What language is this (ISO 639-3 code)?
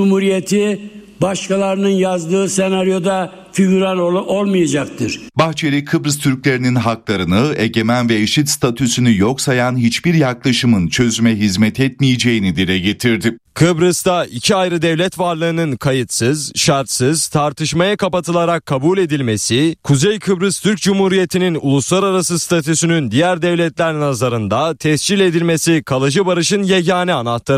tur